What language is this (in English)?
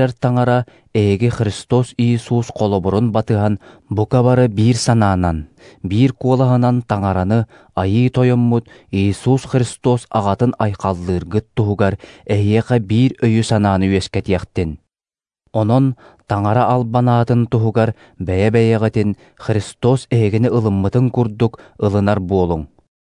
Yakut